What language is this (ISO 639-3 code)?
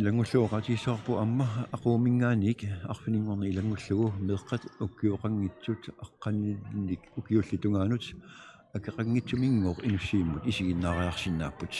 kal